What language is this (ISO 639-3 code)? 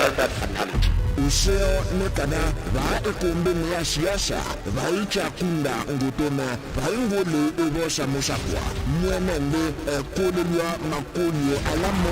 kam